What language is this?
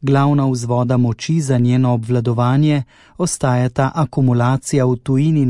Slovenian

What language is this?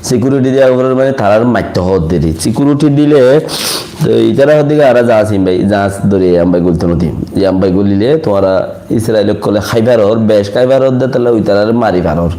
Rohingya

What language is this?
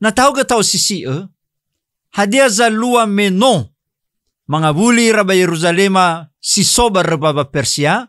Nias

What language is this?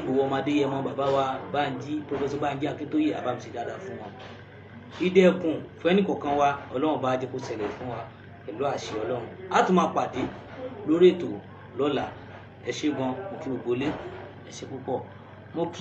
Yoruba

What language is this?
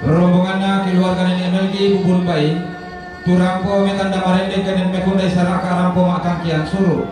Toraja-Sa'dan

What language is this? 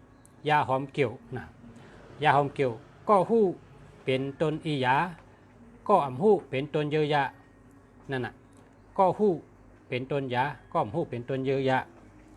Shan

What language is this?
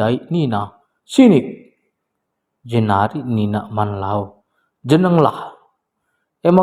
Batak Karo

